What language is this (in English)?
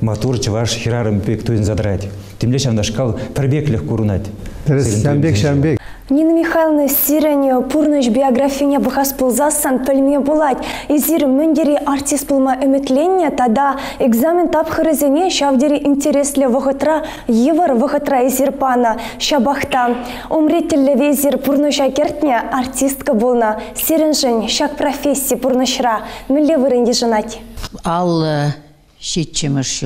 Chuvash